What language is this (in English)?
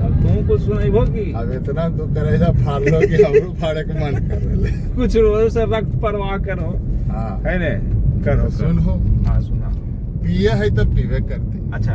Magahi